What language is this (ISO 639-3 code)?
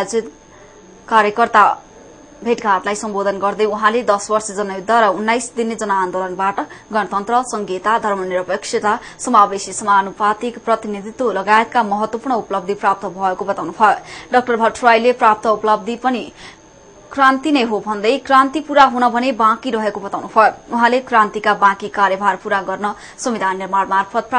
nep